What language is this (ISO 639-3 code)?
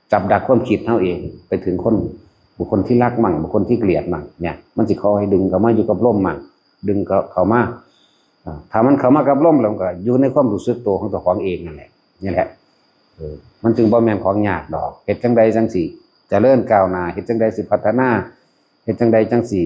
tts